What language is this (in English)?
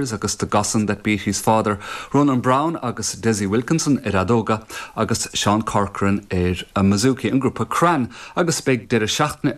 Irish